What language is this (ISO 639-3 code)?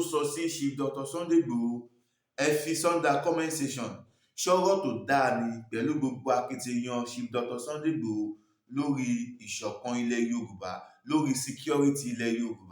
yor